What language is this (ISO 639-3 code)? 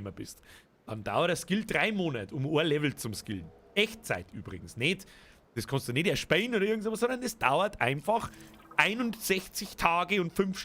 bar